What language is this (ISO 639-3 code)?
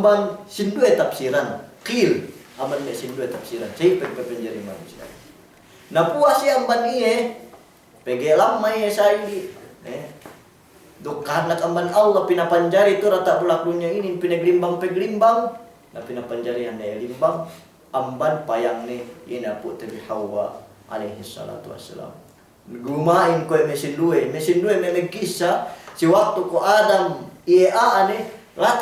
yka